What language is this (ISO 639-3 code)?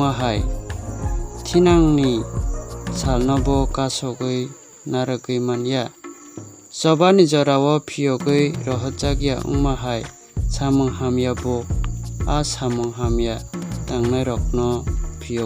trp